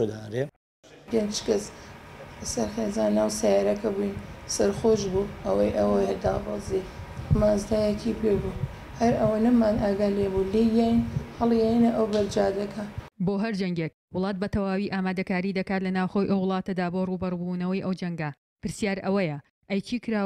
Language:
Central Kurdish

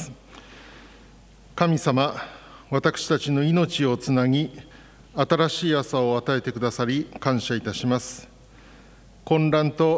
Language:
Japanese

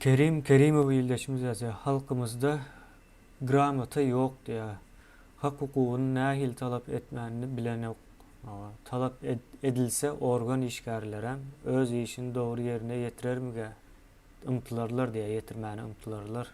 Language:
Turkmen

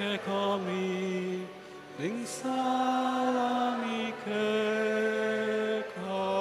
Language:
Pampanga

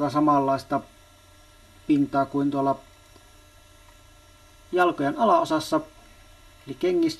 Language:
Finnish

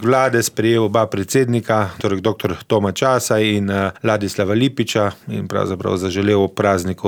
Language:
Slovenian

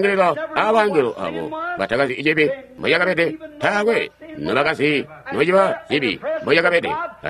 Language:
Tonga (Zambia)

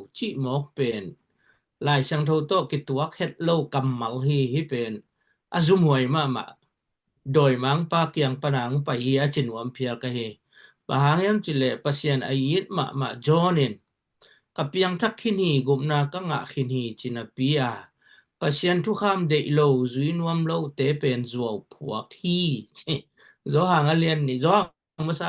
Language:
Tedim Chin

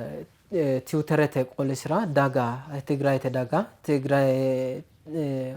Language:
Sidamo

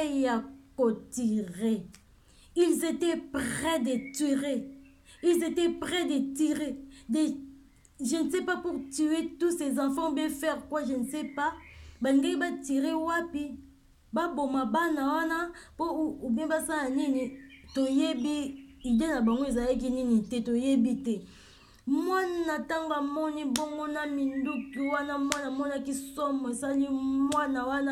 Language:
Lingala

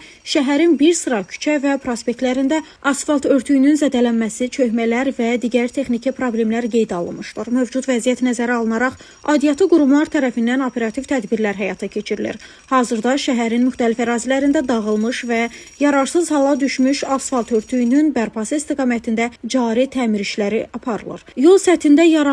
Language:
Azerbaijani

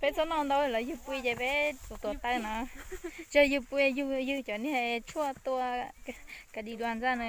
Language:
Hmong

